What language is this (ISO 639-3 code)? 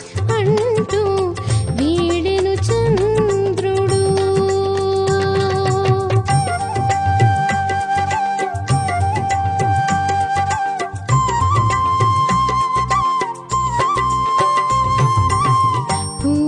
tel